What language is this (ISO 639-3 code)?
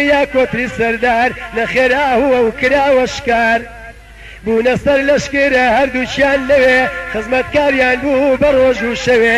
ckb